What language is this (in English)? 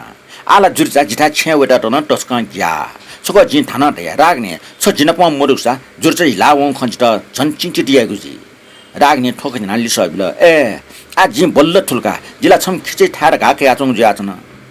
Newari